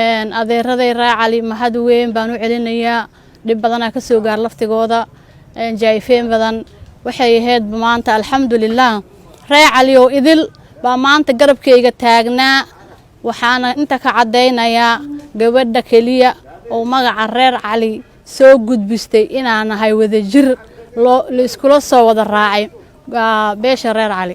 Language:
Somali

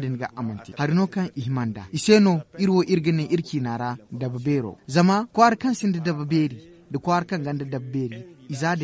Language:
Zarma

